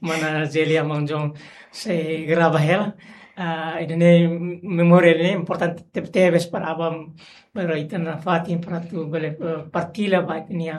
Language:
Tetum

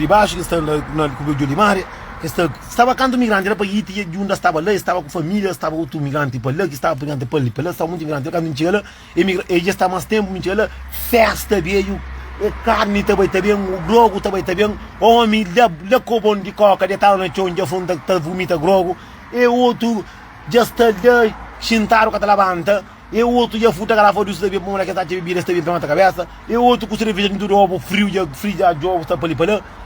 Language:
Kabuverdianu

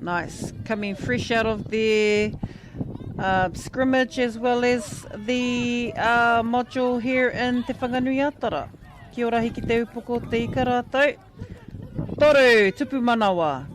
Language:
Māori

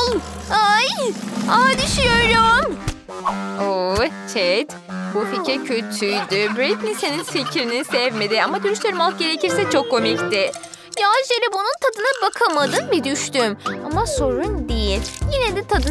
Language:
Turkish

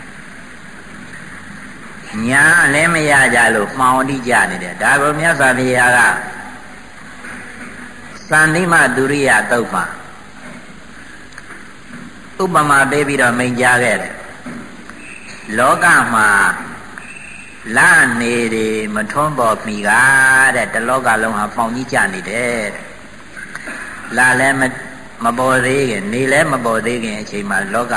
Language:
Burmese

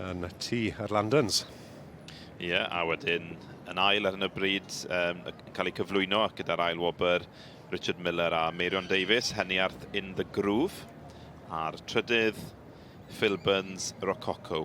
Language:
Welsh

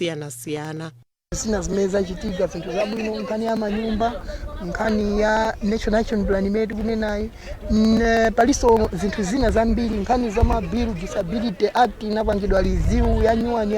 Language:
Nyanja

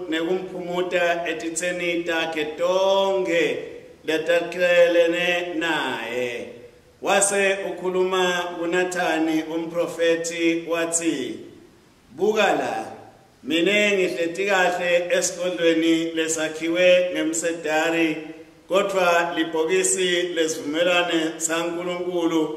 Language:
Swati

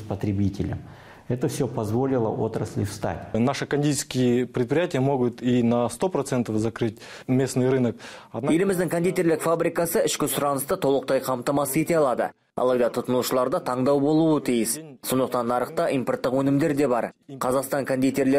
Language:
Kazakh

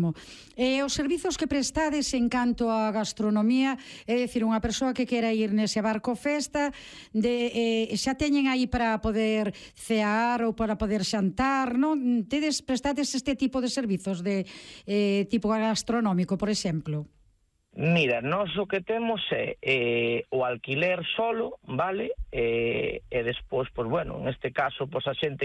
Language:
Galician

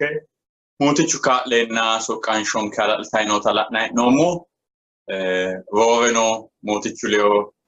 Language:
Sidamo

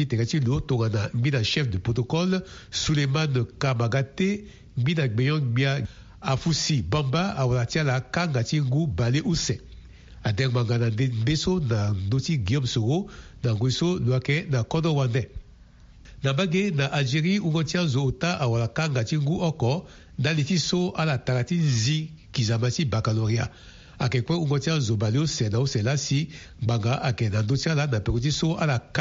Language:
Sango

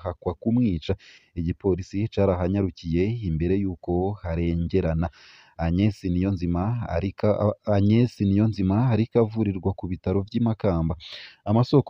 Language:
Rundi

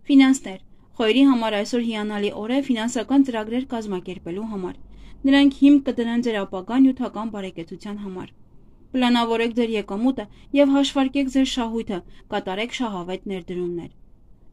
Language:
Armenian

